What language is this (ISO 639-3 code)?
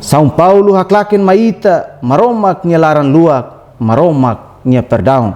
tet